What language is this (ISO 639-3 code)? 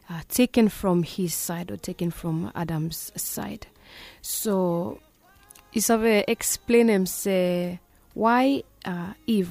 bis